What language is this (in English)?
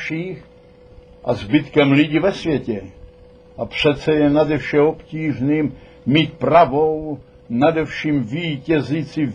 Czech